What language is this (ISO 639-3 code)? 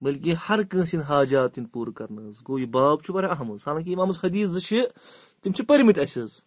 kas